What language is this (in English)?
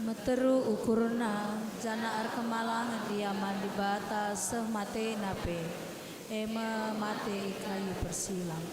Batak Karo